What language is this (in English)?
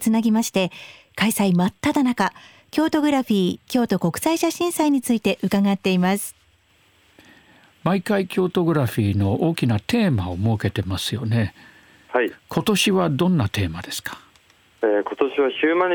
Japanese